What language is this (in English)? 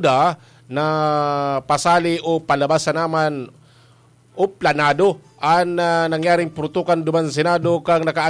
Bikol